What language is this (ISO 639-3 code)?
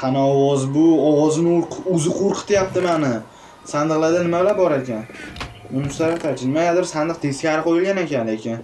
uzb